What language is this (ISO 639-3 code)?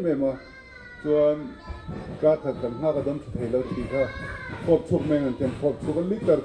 lus